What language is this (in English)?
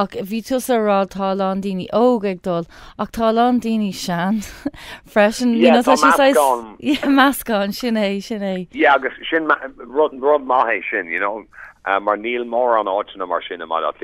Irish